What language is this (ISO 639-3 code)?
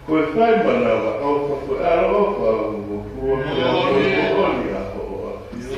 ton